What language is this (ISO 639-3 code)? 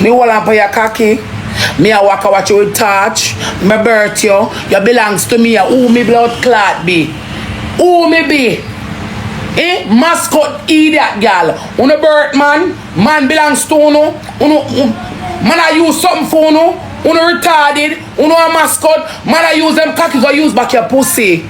jam